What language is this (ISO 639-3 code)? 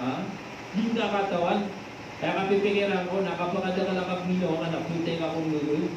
mrw